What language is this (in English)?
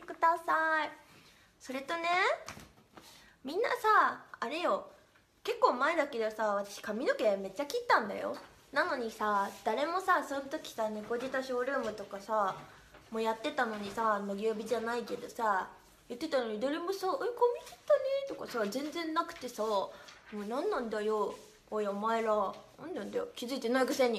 Japanese